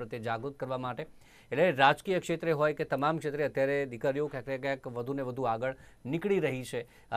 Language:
Gujarati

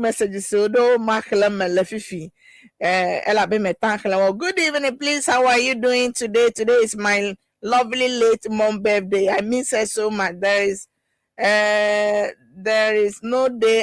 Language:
Ewe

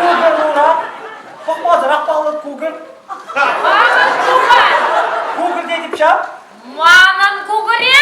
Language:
Chuvash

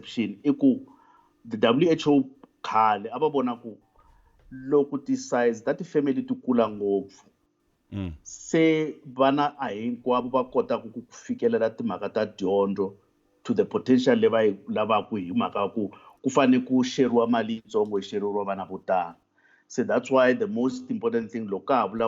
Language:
Tsonga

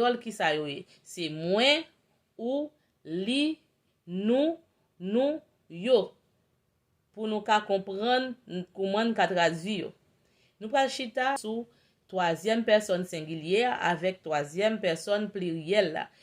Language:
Haitian Creole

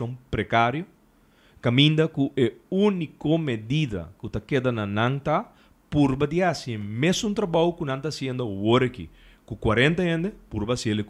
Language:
Papiamento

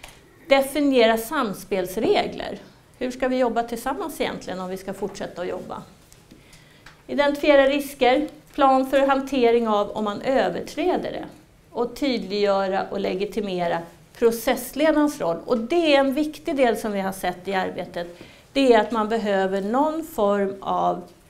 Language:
Swedish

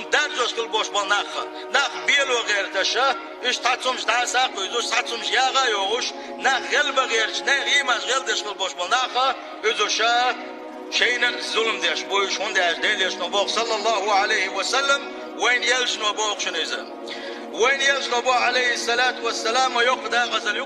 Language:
Chechen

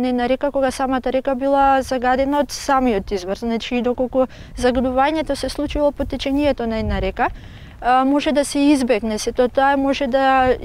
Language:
Macedonian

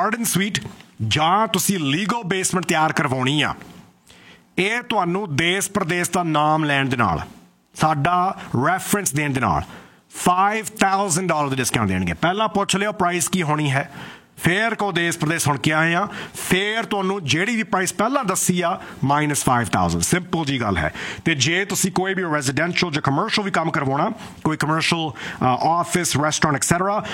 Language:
Punjabi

